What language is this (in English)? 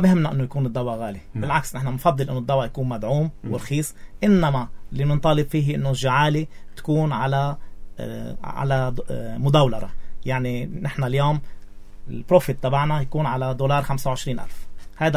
North Levantine Arabic